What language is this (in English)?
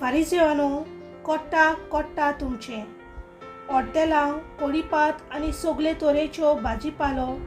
Konkani